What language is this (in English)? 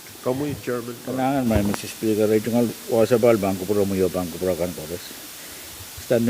Pohnpeian